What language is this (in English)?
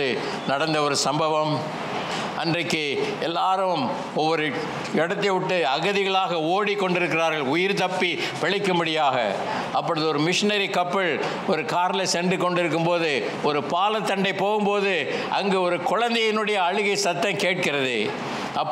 Tamil